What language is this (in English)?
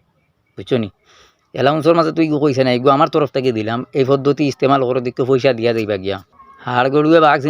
Sylheti